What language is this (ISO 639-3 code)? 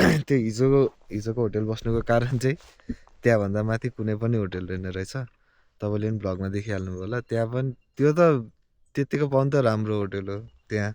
nep